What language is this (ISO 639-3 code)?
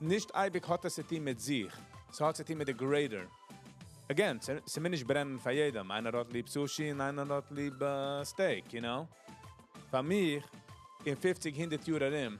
yid